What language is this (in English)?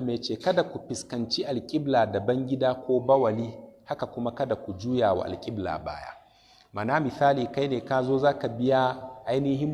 Hausa